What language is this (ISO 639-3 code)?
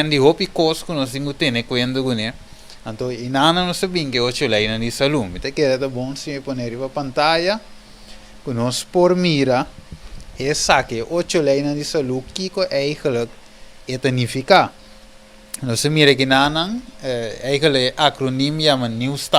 pap